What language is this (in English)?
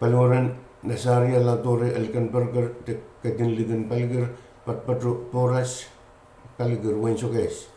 Pohnpeian